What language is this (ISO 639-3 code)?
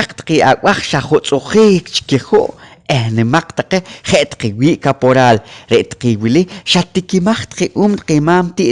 poh